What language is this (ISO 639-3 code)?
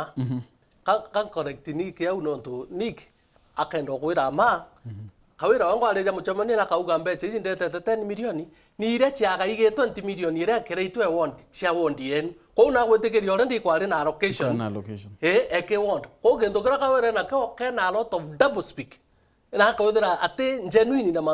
mer